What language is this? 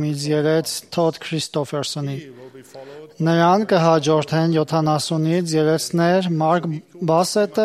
Armenian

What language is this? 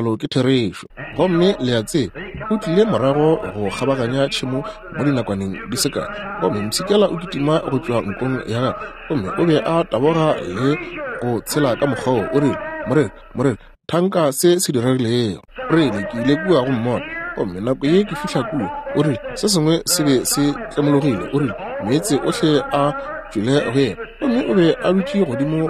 Northern Sotho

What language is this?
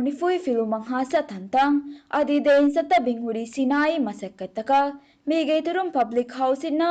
Divehi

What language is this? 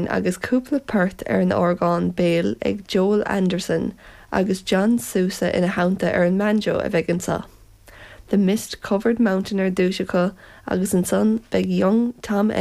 Irish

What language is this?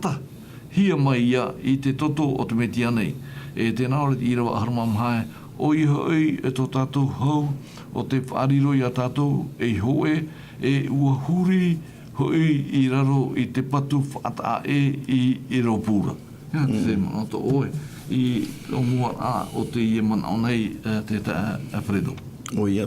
Tahitian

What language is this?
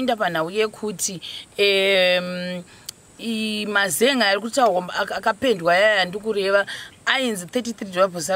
Shona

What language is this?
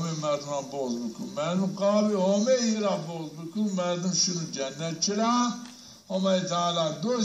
Zaza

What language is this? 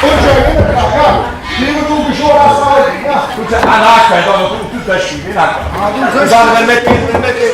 Neapolitan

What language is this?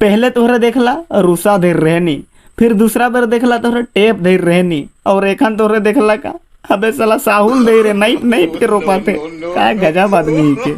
Sadri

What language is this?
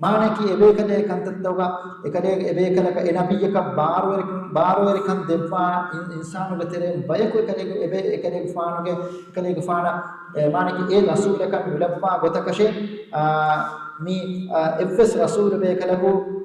Divehi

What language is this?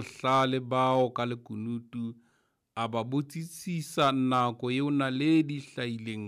Southern Sotho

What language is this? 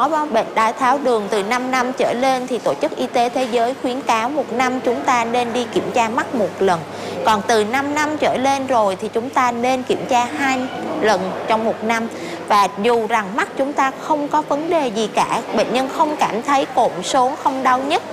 Vietnamese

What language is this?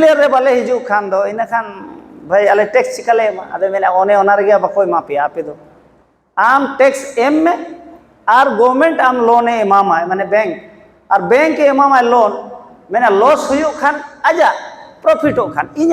Santali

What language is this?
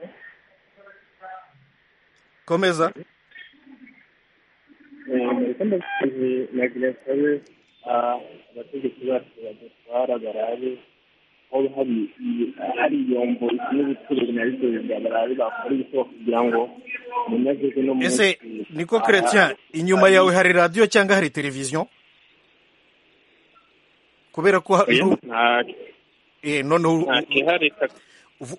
Kinyarwanda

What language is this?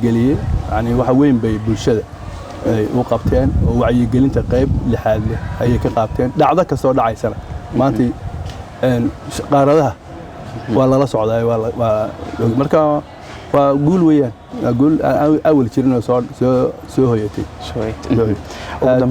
Somali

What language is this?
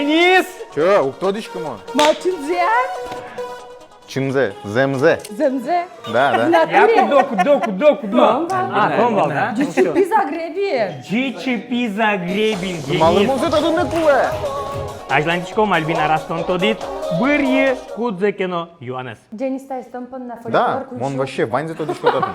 Udmurt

